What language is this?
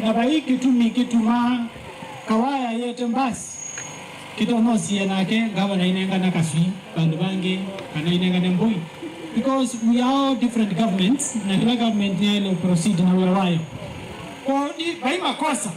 Kamba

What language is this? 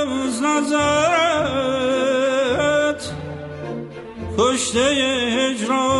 Persian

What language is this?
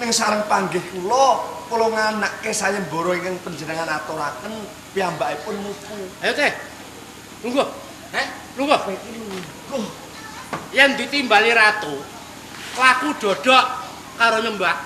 Javanese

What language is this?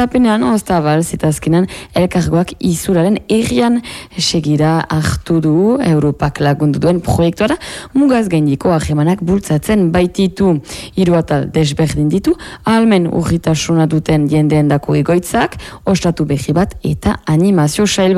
Basque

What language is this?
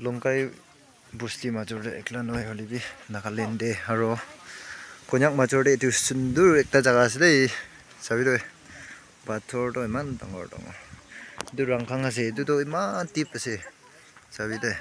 Naga Pidgin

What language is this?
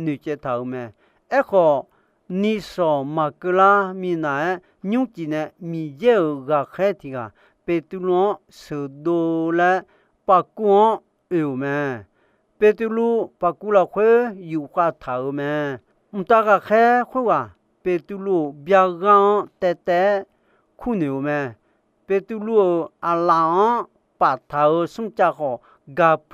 Akha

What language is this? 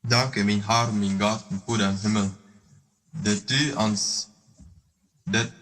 Plautdietsch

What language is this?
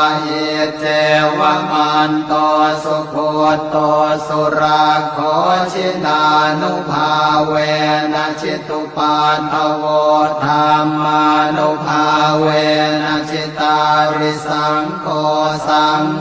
Pali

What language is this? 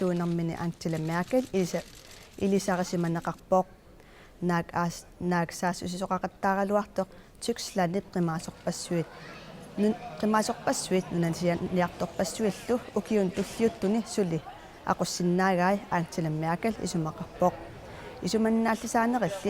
Kalaallisut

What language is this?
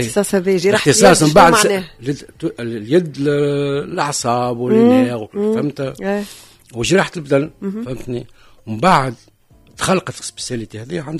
Tunisian Arabic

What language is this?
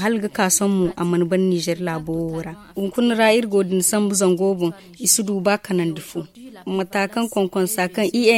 Zarma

